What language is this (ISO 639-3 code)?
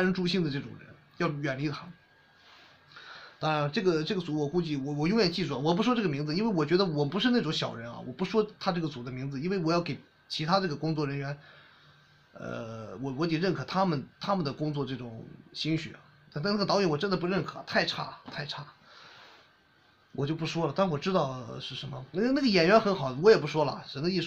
zho